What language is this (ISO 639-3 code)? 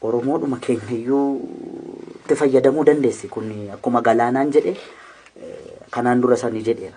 orm